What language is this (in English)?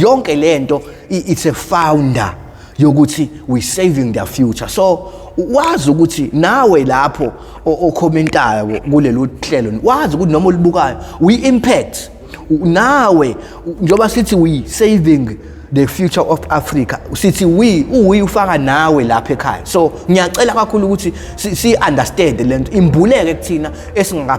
Zulu